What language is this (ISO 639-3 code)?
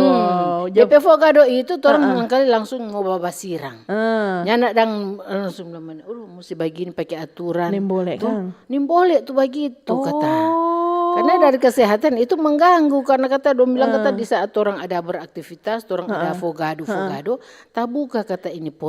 xmm